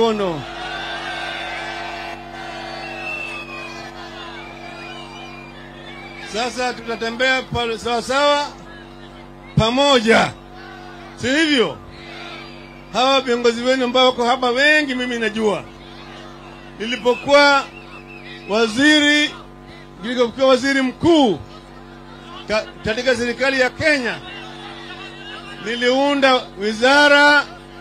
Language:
Swahili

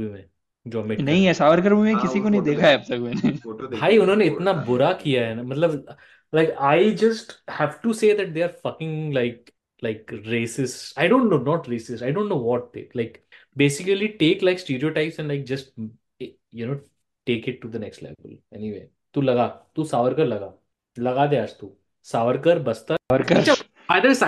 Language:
Hindi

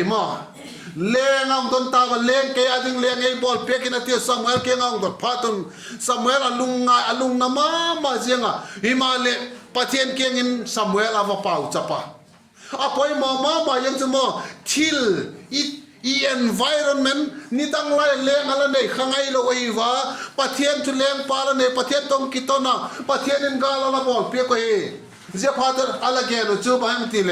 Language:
Vaiphei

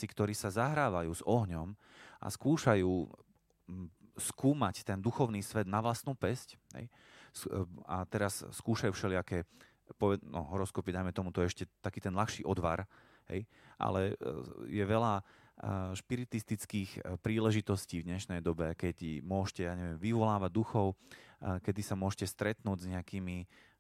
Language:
Slovak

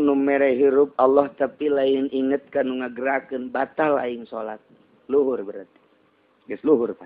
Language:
Sundanese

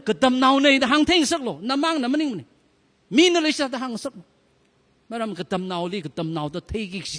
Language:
Tangkhul Naga (India)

